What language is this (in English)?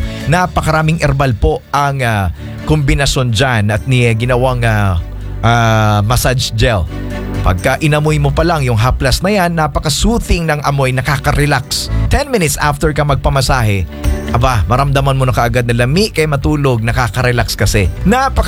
Filipino